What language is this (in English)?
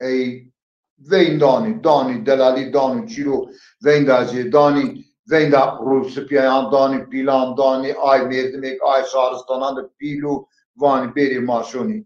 Zaza